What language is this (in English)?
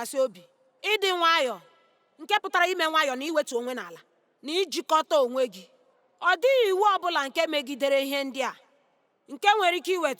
Igbo